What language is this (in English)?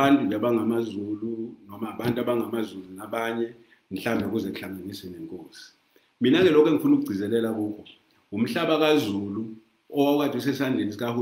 Zulu